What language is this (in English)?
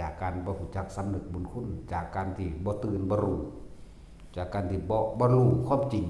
Northeastern Thai